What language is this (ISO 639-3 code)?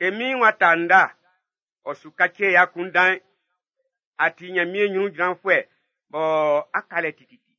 bci